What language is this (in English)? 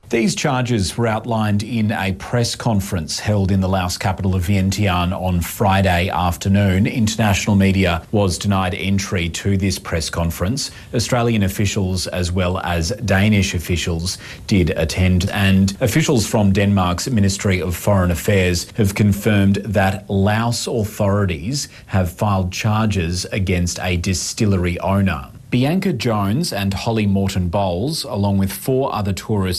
English